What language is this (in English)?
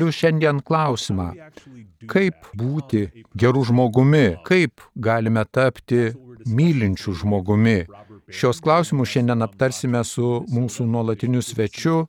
Lithuanian